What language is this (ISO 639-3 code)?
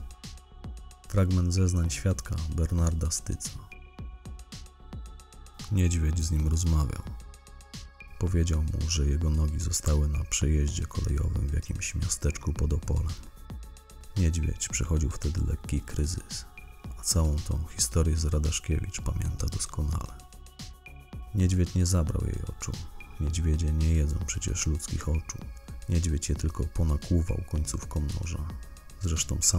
pol